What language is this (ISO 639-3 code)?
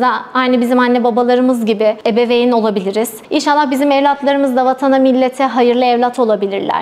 tur